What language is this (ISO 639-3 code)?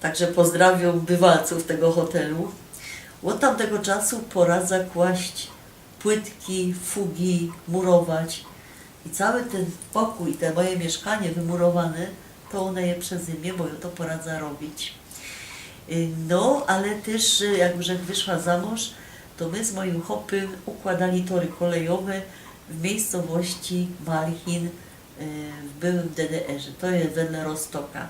szl